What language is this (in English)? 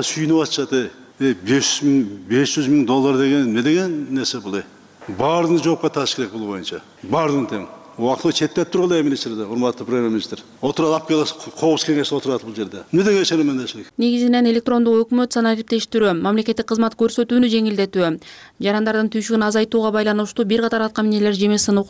Kyrgyz